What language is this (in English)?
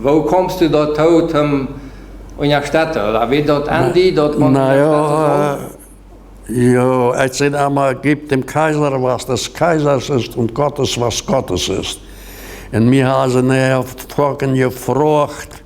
Plautdietsch